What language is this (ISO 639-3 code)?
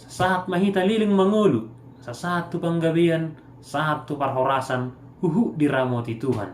bbc